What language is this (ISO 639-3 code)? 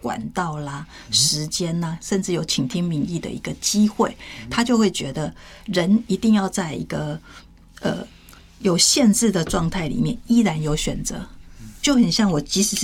zho